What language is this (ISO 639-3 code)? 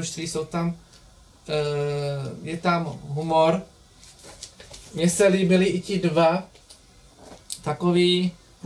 ces